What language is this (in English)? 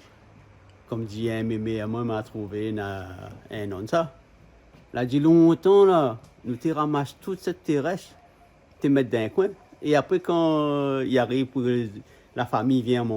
Réunion Creole French